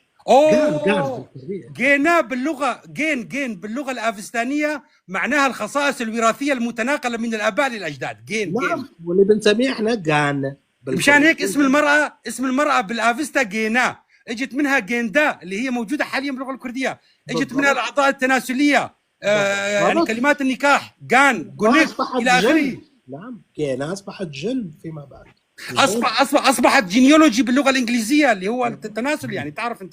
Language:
North Levantine Arabic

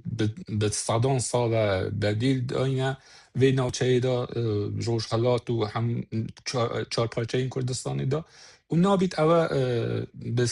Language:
Kurdish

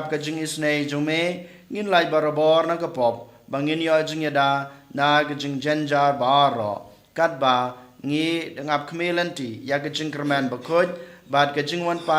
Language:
Khasi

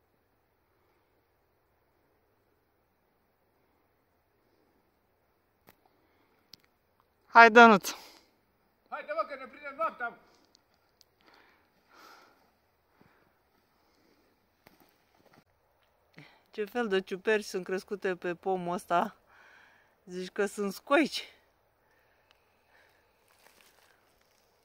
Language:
Romanian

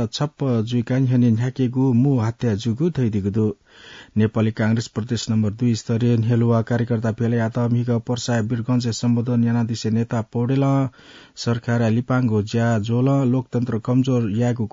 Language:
Newari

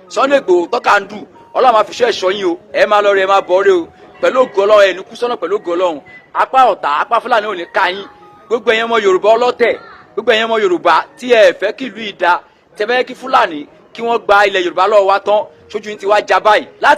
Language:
Yoruba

